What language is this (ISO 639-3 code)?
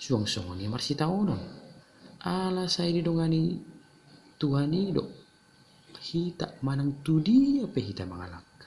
bbc